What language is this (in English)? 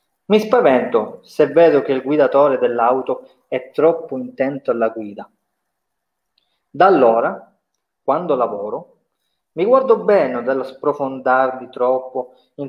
Italian